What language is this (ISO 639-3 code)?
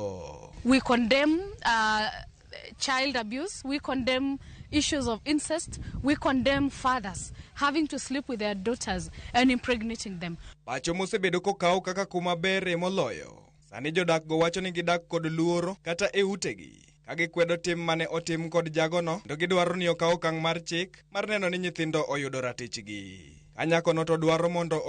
luo